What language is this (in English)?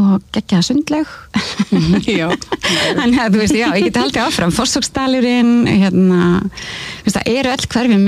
Icelandic